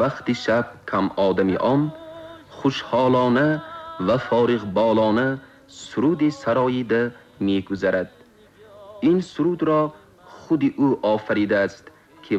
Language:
Tajik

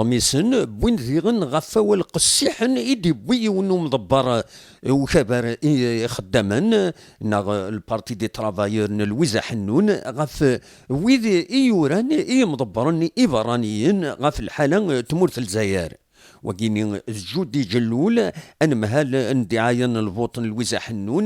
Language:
Kabyle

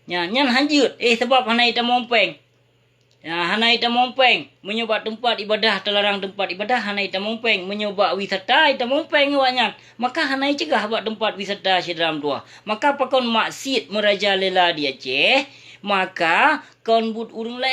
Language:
Achinese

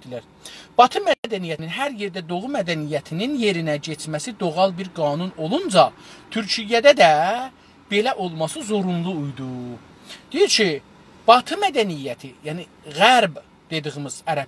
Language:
South Azerbaijani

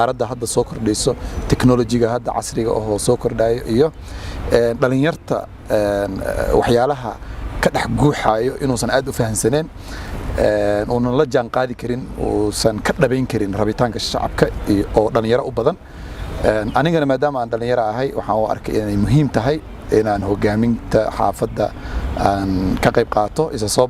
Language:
Somali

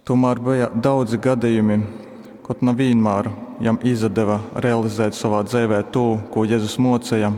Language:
Latgalian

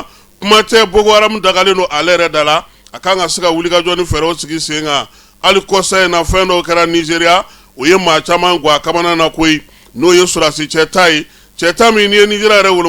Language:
Bambara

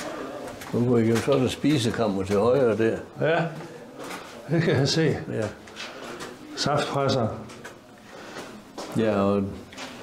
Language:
Danish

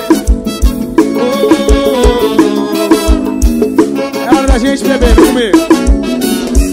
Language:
Portuguese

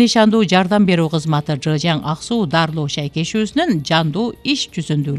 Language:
Kyrgyz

